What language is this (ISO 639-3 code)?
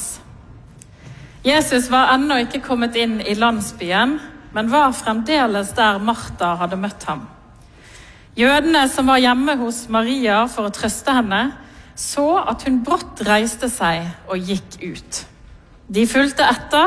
nor